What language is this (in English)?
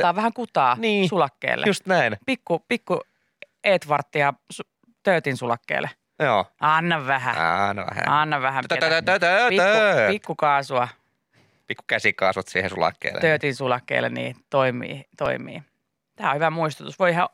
Finnish